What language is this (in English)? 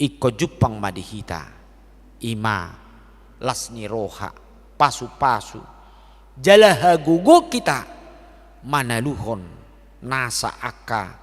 Batak Toba